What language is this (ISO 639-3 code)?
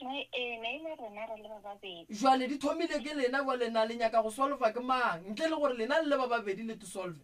nso